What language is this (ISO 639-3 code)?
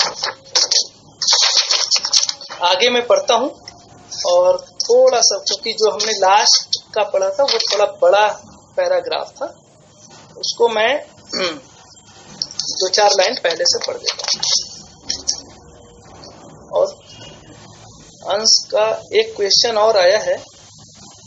hin